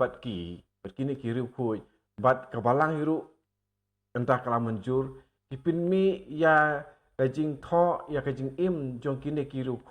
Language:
Khasi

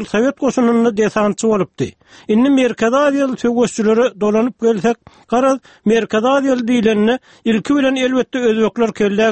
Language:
Turkmen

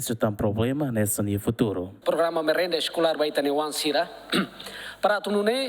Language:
Tetum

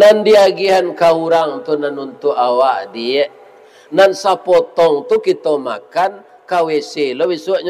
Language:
Minangkabau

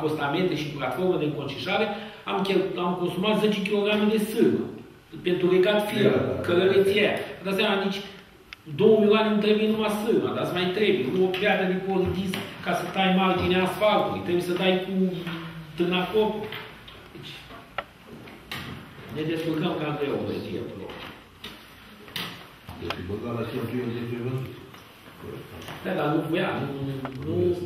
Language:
Romanian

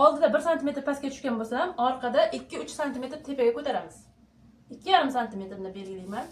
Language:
Uzbek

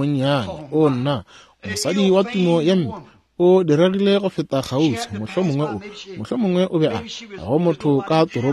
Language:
Northern Sotho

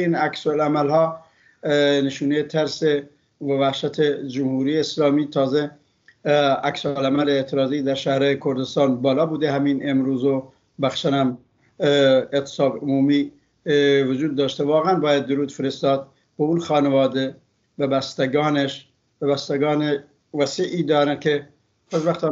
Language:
Persian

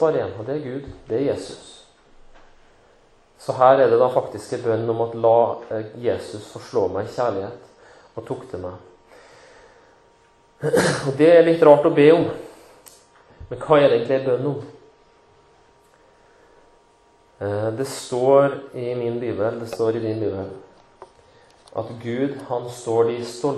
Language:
Norwegian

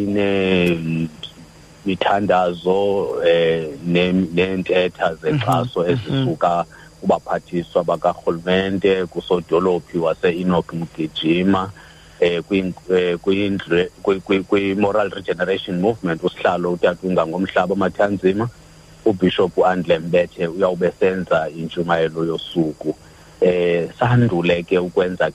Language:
Xhosa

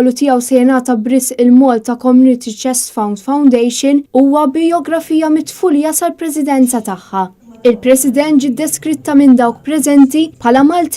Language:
Maltese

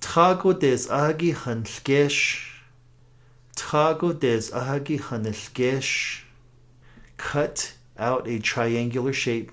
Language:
Navajo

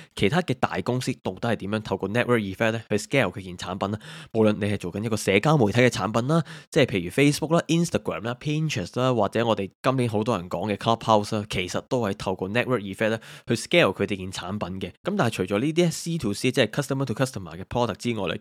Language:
Cantonese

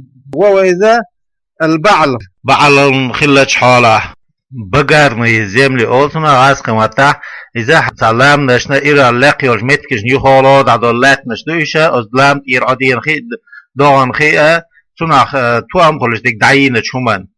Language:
Chechen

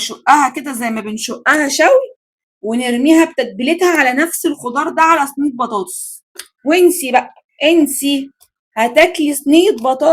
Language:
Egyptian Arabic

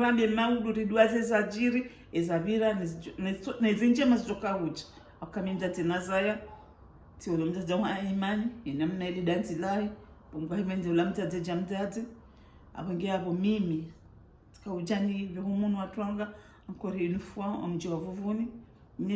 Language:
Ngazidja Comorian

